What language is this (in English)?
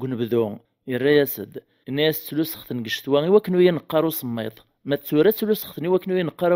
Kabyle